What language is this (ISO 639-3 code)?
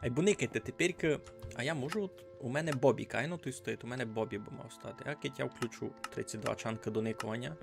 rue